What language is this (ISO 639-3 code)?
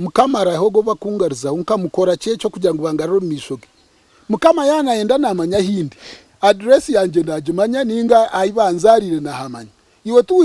nyn